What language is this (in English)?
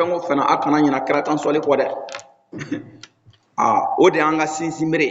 Bambara